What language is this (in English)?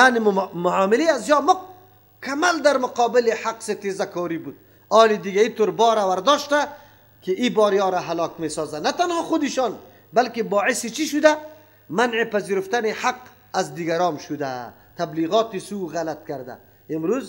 Persian